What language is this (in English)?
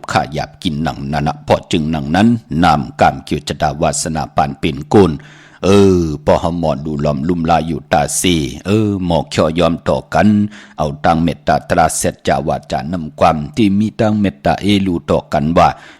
Shan